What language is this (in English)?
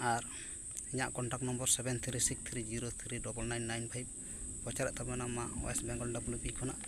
Santali